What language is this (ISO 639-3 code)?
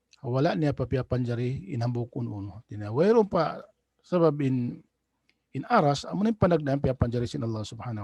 tsg